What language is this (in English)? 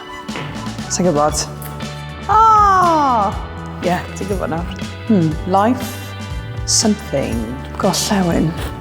Welsh